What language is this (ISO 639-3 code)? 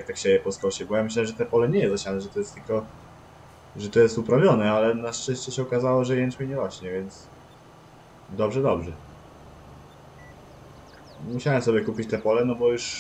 pol